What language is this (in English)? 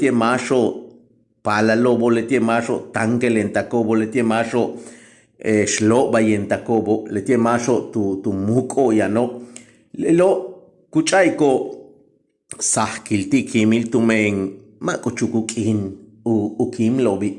Yucateco